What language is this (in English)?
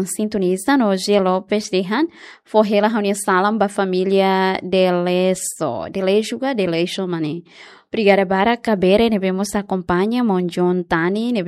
Tetum